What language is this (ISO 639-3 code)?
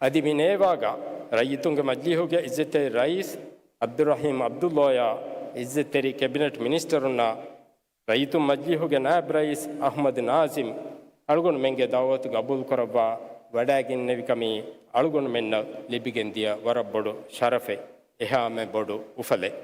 div